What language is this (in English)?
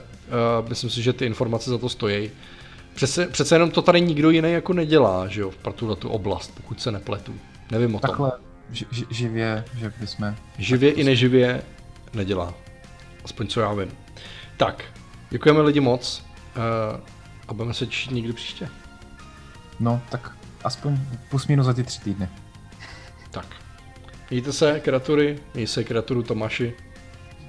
Czech